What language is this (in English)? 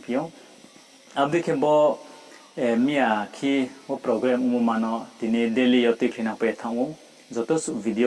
Riang (India)